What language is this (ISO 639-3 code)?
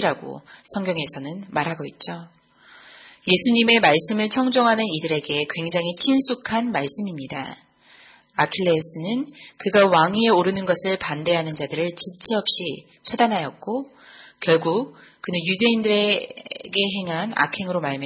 kor